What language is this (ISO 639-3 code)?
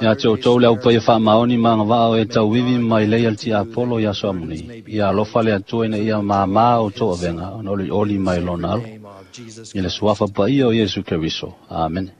smo